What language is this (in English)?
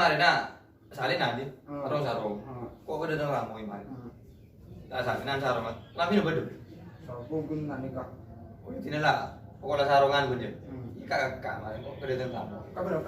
Madurese